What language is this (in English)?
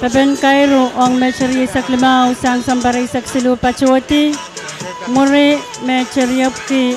Pohnpeian